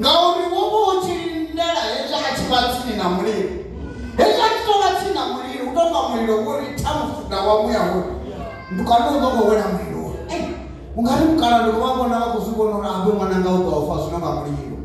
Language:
Venda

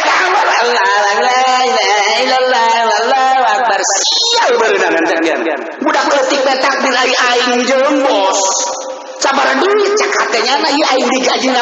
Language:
Sundanese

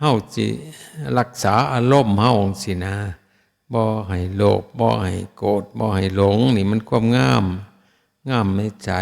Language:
Northeastern Thai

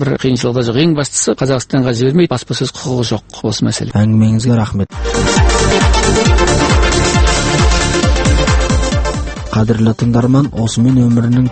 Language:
Kazakh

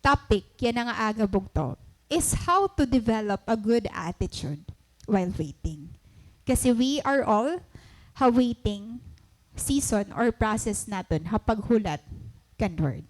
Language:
Waray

